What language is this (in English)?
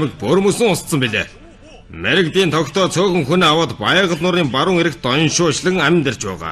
Mongolian